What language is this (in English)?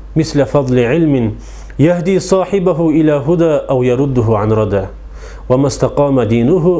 Kumyk